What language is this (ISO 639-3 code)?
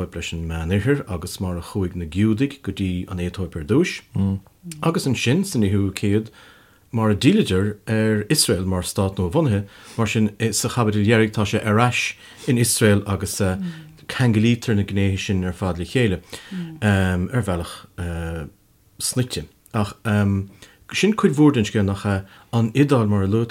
gle